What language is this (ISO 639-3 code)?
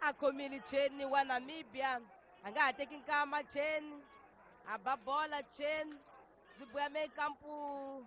tso